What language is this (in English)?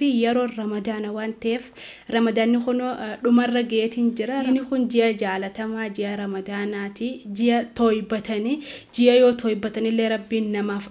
Oromo